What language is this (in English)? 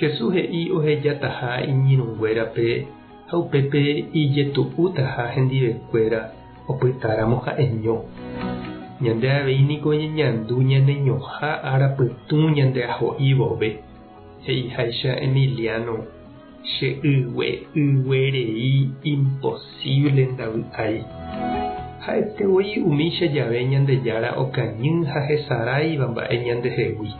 Guarani